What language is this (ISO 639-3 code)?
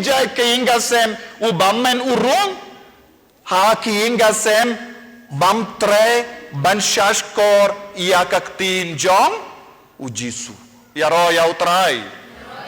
kha